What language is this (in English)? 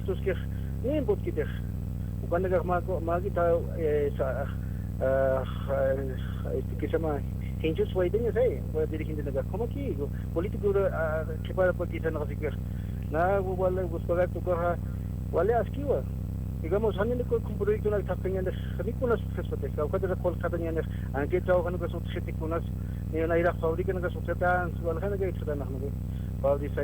Aymara